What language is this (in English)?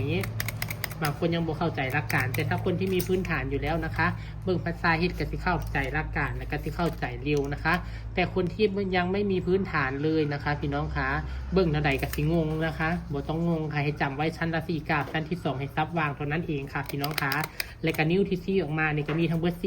Northeastern Thai